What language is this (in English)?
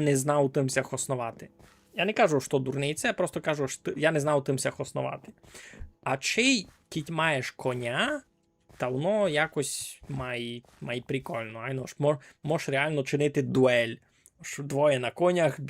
Rusyn